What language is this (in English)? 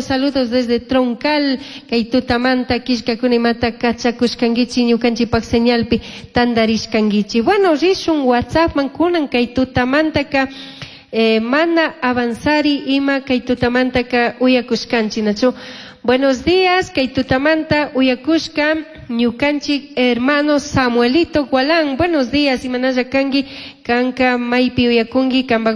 Chimborazo Highland Quichua